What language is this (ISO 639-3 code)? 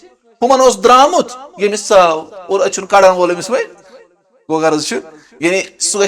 kas